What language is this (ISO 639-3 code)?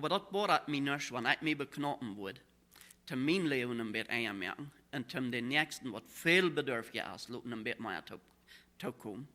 pdt